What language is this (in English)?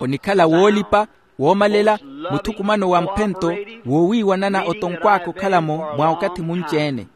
Makhuwa